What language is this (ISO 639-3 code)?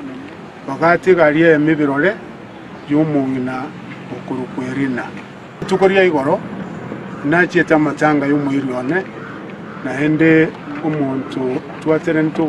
guz